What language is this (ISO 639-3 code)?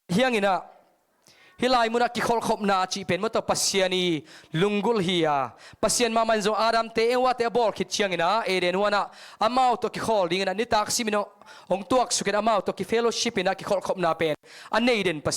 ctd